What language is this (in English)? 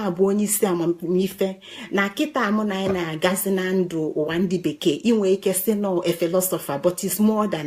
Igbo